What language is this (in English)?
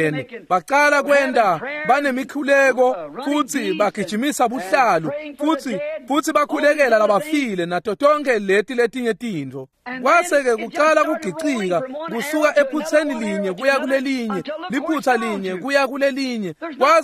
Swati